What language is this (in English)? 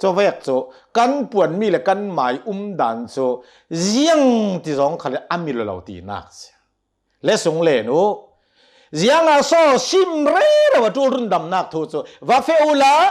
Hakha Chin